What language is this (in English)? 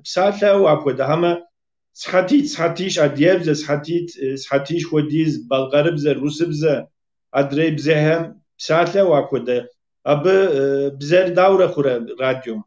Kabardian